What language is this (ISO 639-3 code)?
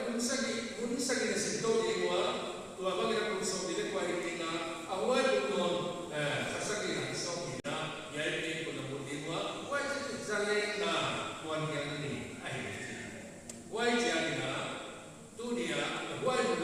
pck